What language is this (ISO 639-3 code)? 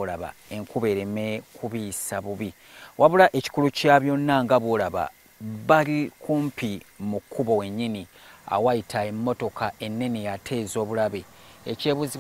lug